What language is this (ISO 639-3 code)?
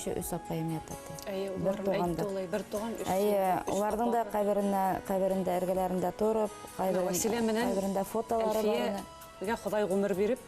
bak